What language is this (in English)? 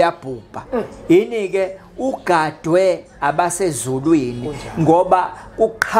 Zulu